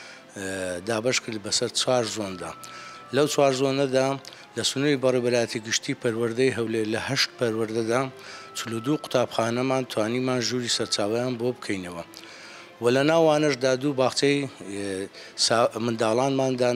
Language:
Central Kurdish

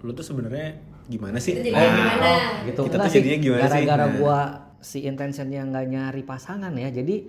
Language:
Indonesian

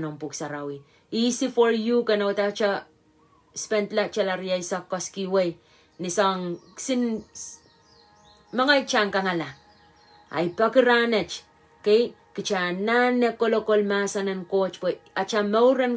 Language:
Pohnpeian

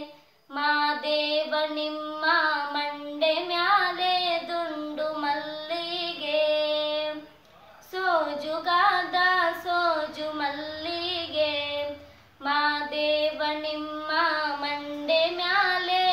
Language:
Kannada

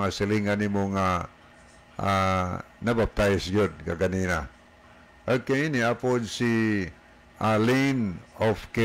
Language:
Cebuano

